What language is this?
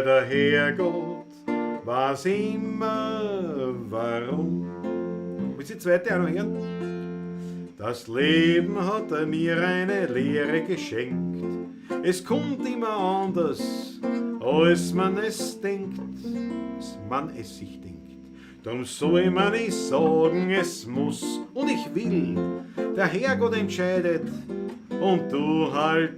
Bavarian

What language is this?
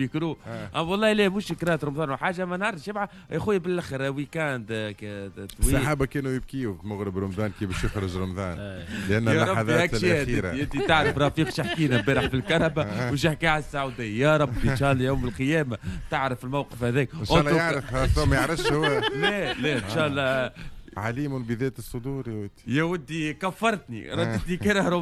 Tunisian Arabic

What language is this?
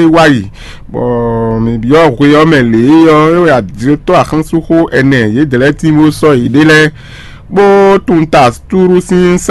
Fon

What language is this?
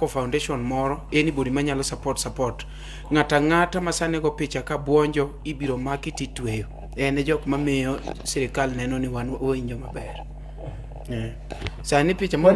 Luo (Kenya and Tanzania)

